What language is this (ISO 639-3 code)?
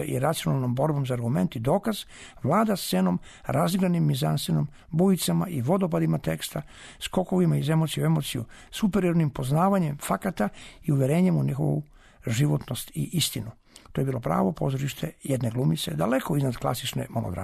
srp